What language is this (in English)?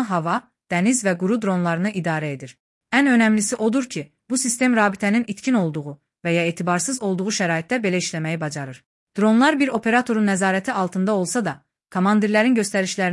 Azerbaijani